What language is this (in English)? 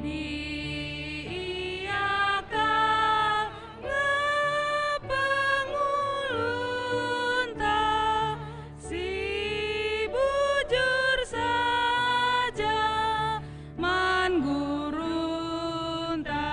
Batak Karo